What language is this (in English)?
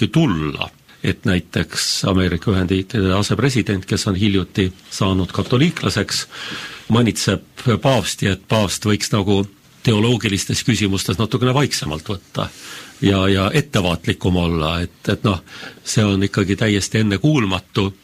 Estonian